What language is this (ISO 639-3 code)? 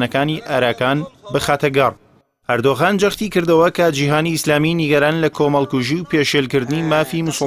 ckb